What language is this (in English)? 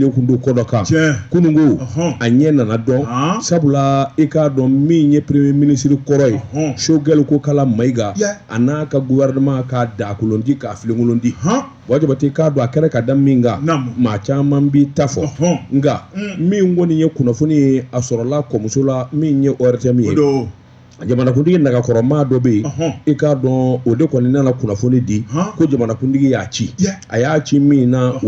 Bambara